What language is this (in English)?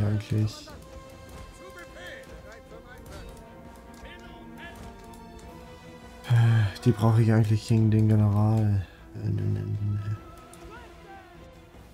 German